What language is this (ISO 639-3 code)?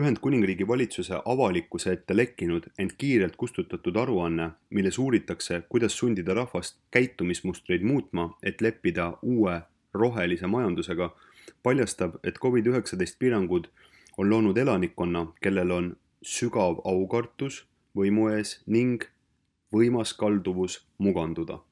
est